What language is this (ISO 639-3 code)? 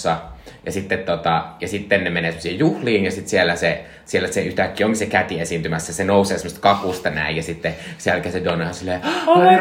fin